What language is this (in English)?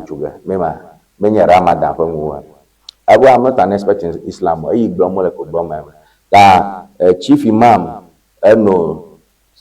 Ewe